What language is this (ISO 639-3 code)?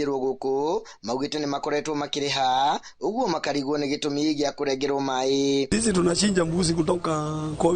kik